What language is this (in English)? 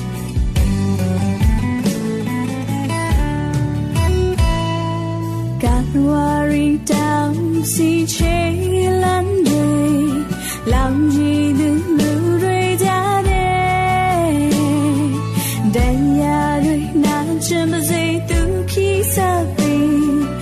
Burmese